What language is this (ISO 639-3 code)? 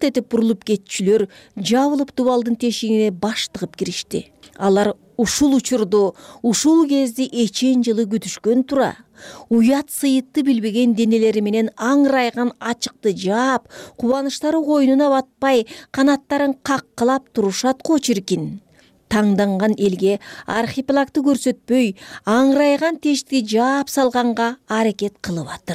kir